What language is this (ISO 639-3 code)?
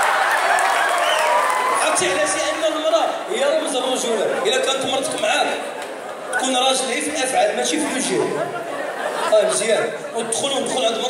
ary